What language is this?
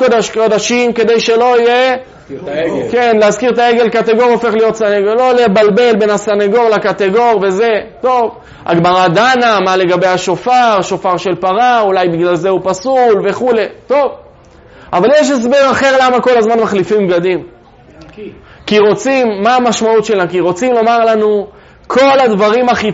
Hebrew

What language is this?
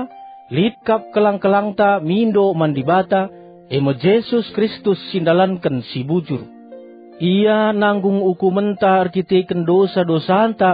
Batak Karo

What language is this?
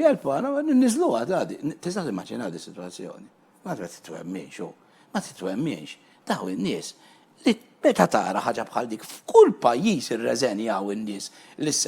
Maltese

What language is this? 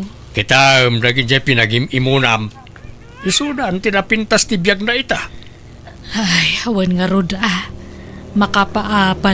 Iloko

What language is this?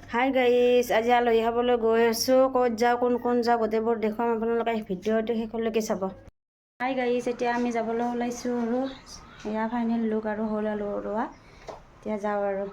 Assamese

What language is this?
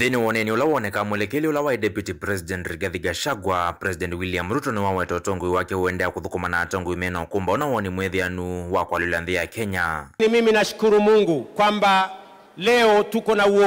Kamba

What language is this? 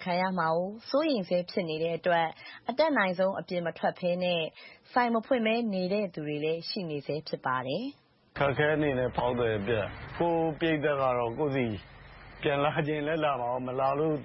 Burmese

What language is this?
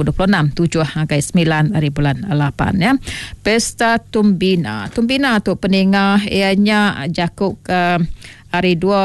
Iban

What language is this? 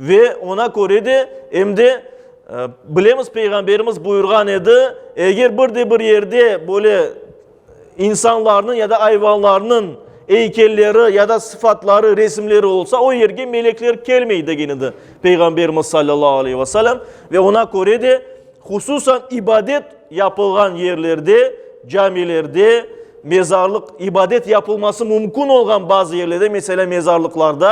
Crimean Tatar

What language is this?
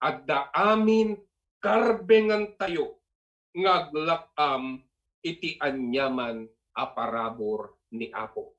Iloko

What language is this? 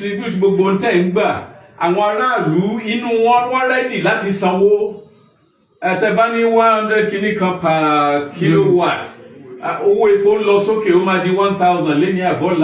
Yoruba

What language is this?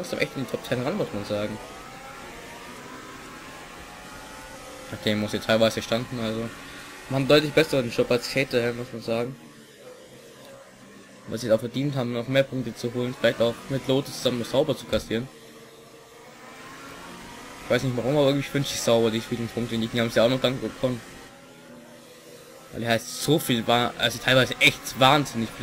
German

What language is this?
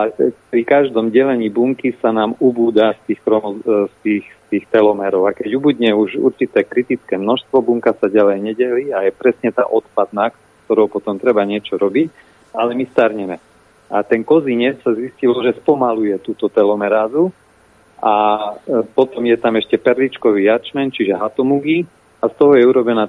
Slovak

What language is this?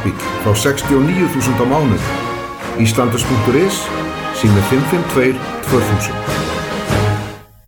Icelandic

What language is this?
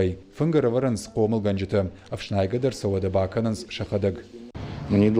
Ossetic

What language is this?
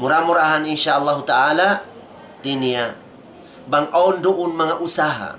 Tausug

